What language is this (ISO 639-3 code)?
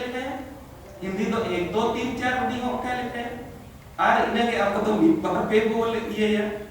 sat